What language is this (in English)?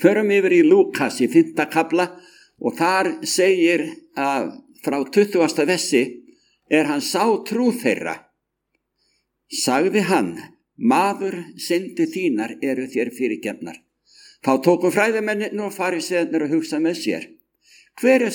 Icelandic